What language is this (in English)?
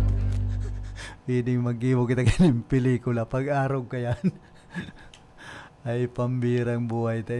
Bikol